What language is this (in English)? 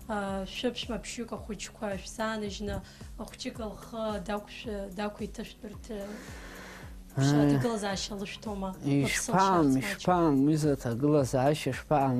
Abkhazian